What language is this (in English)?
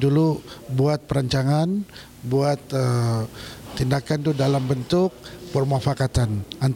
Malay